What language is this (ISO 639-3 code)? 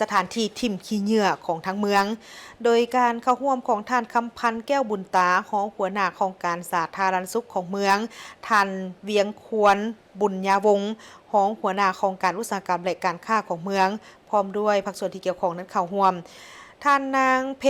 lao